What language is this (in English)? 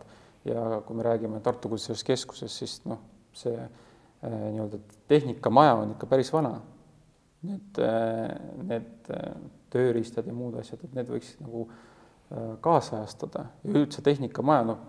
Estonian